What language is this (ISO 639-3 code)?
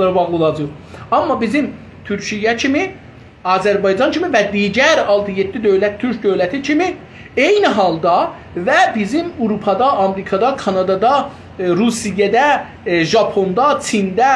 azb